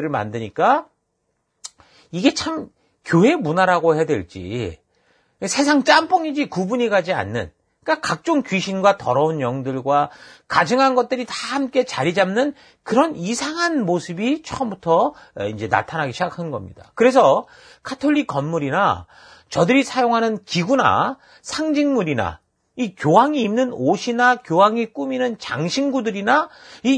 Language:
Korean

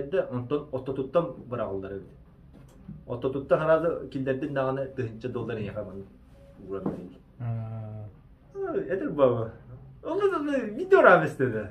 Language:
Yakut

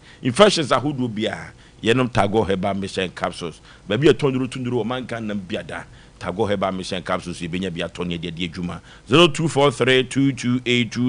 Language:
Akan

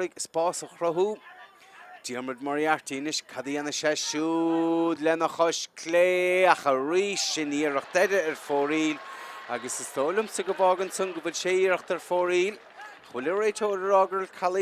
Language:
Irish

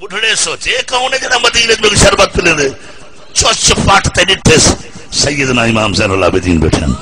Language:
Saraiki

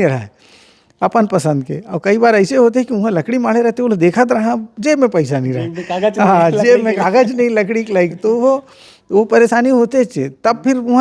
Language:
Chhattisgarhi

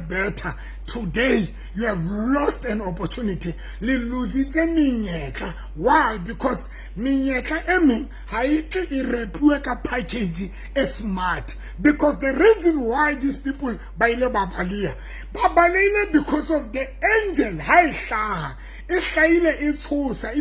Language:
Southern Sotho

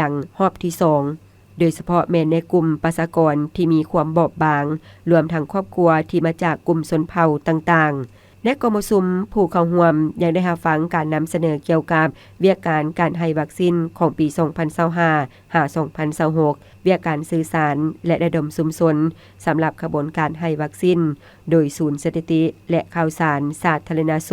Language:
Lao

